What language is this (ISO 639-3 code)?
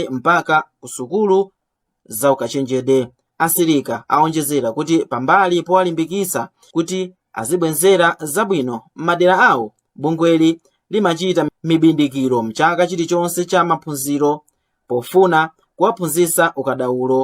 nya